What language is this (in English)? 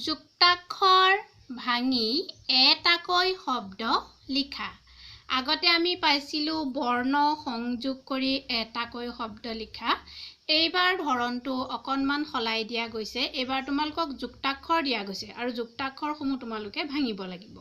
Assamese